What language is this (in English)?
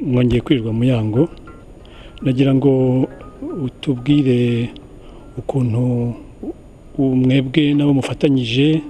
Kinyarwanda